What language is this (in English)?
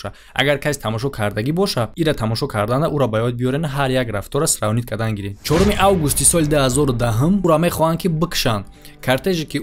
Tajik